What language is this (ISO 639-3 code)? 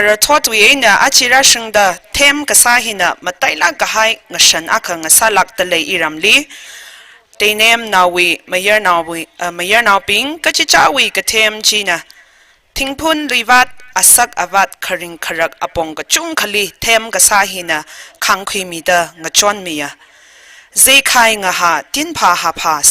nmf